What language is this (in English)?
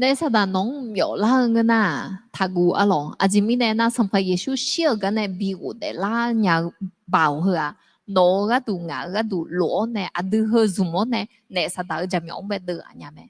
Akha